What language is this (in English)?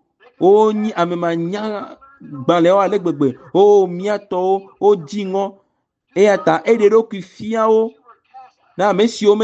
Ewe